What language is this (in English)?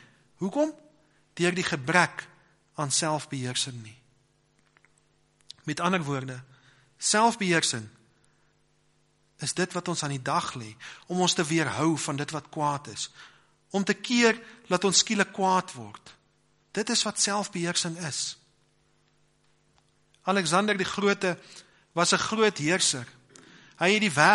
Afrikaans